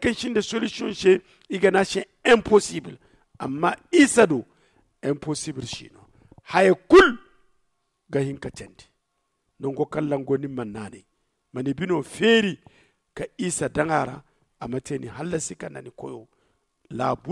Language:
Zarma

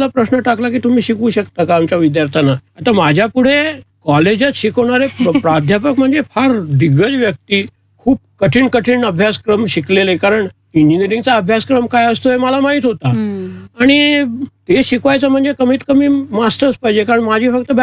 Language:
Marathi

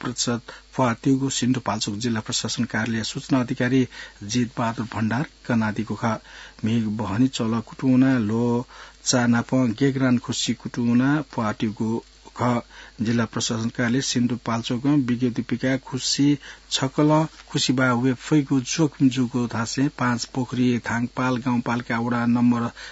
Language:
Newari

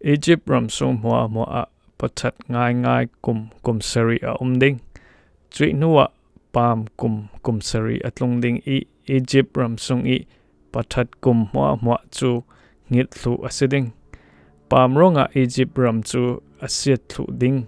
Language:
Falam Chin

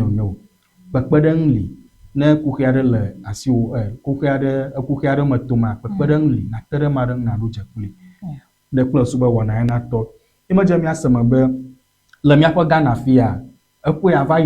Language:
Ewe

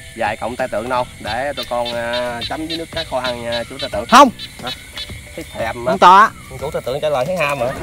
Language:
Vietnamese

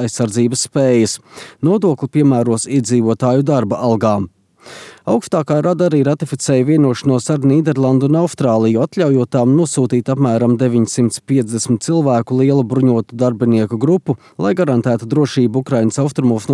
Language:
Latvian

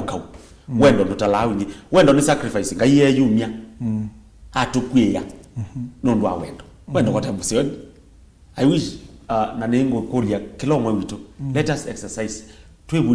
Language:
Kamba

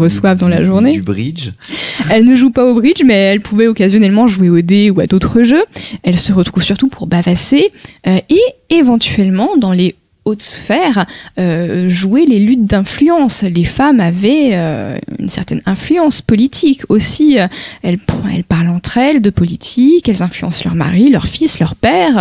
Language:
French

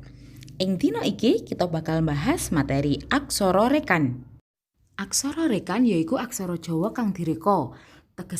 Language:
Javanese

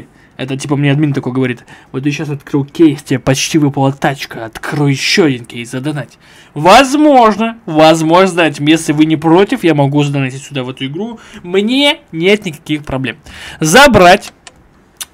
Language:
Russian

